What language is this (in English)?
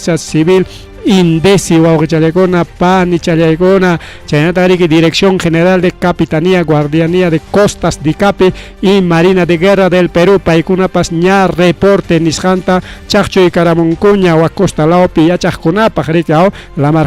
Ayacucho Quechua